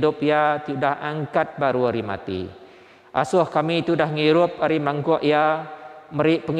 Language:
Iban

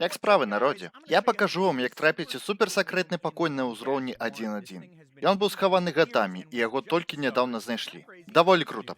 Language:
Belarusian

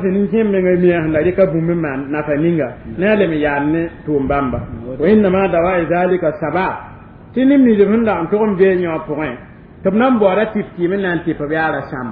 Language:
Mossi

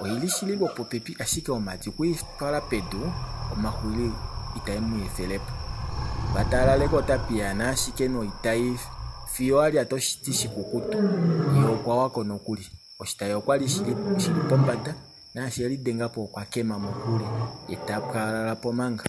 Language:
Kuanyama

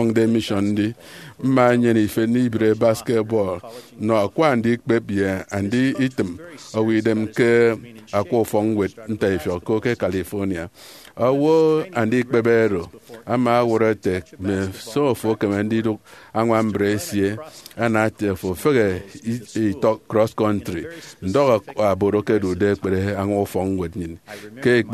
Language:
Efik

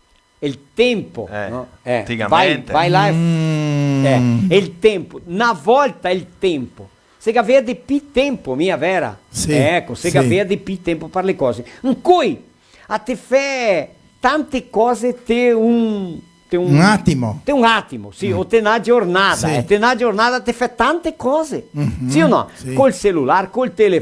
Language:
Venetian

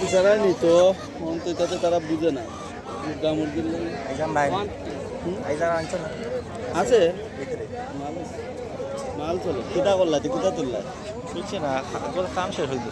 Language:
Sylheti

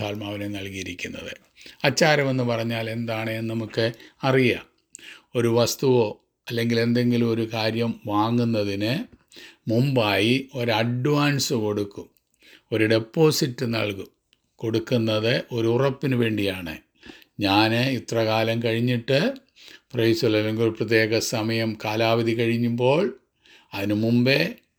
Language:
Malayalam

